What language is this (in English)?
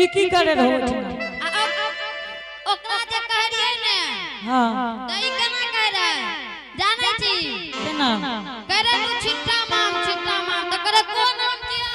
Angika